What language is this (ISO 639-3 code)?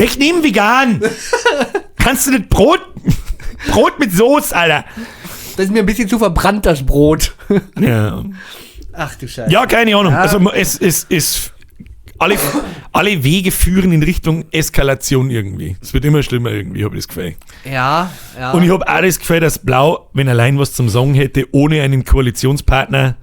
bar